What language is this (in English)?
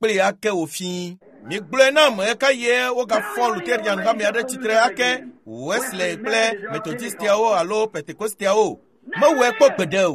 Ewe